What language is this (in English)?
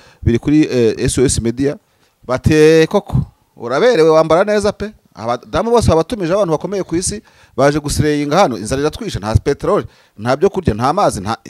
Kinyarwanda